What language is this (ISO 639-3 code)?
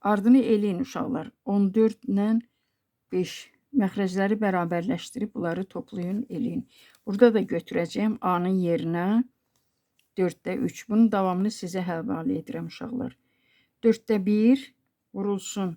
aze